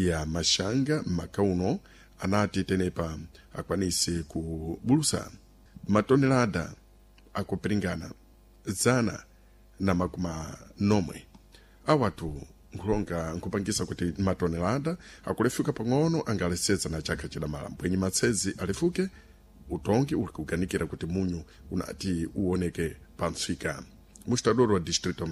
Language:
Sena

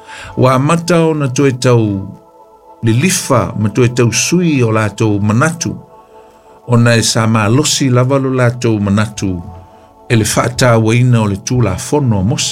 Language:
Samoan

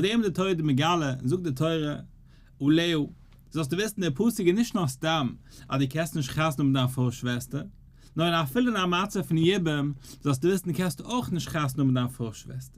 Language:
Yiddish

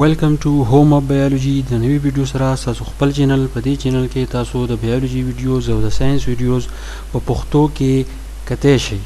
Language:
Pashto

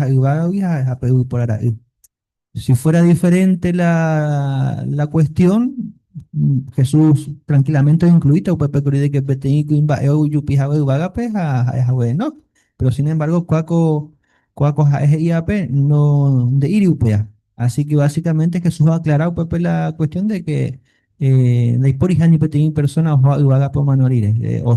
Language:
Guarani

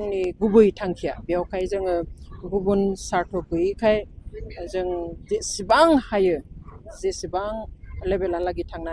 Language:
Bodo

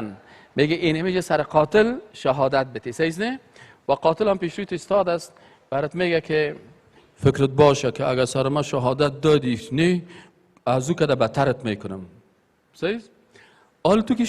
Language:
Persian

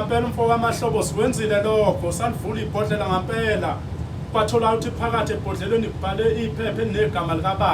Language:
Zulu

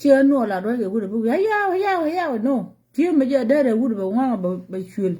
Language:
Nuer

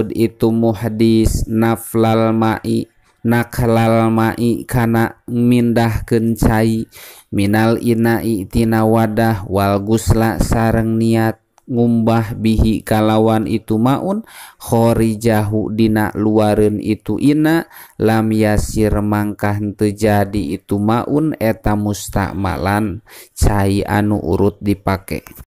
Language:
Sundanese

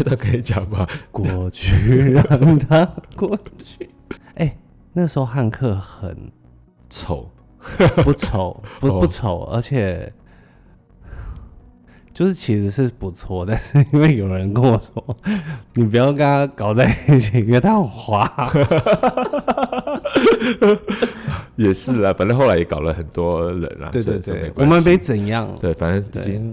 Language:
Chinese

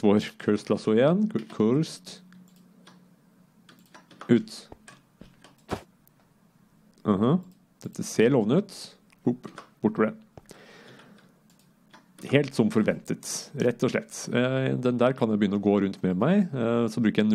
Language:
Norwegian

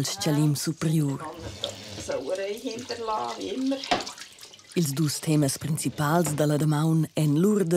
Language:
Romansh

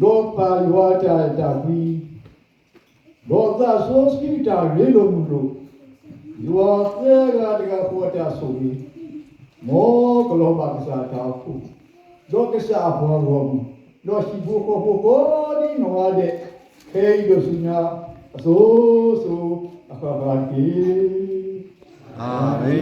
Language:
S'gaw Karen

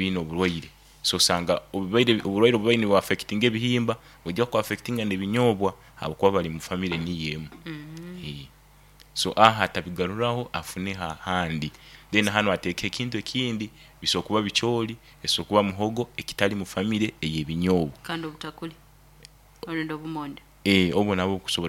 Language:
Nyoro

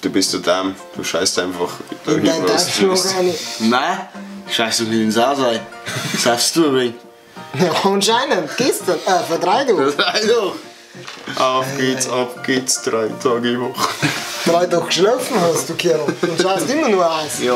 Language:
Bavarian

